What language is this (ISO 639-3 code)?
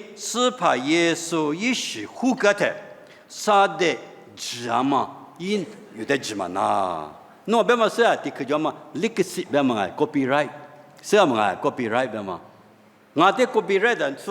lis